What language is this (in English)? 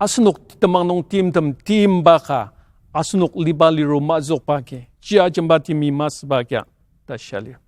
Ao Naga